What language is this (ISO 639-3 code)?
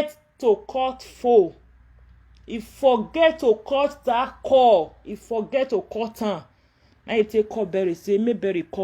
pcm